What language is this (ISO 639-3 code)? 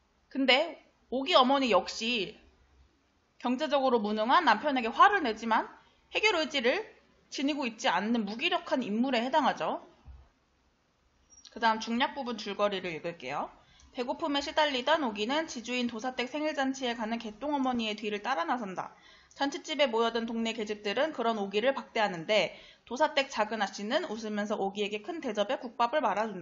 kor